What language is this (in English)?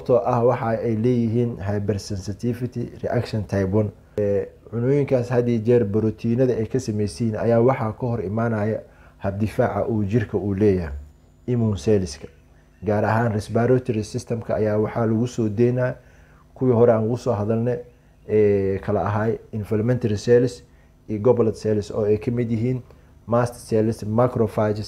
Somali